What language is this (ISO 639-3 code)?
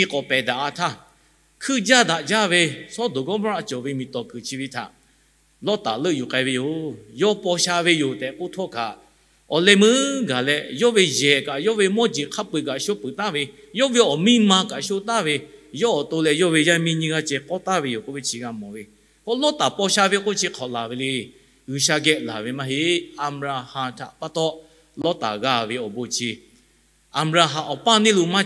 lhu